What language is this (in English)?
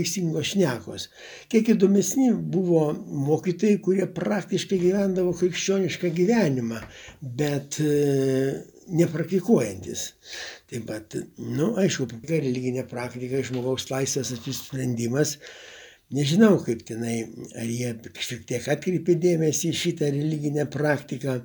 Lithuanian